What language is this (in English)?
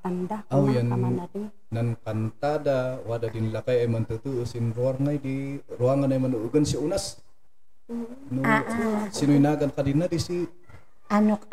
Kankanaey